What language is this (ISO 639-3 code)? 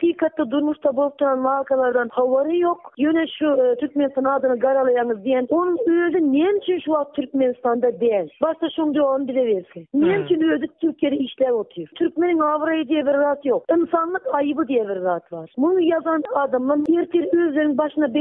tuk